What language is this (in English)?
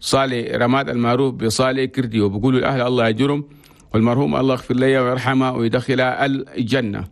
Chadian Arabic